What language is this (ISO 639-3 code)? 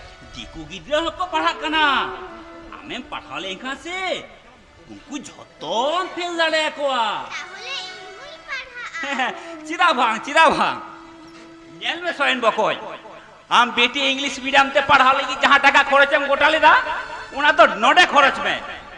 sat